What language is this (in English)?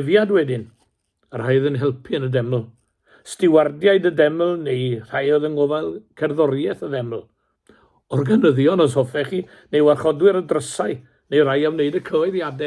Welsh